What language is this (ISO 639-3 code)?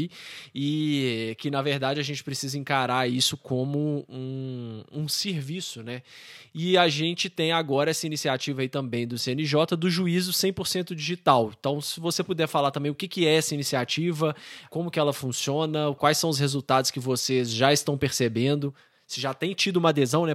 por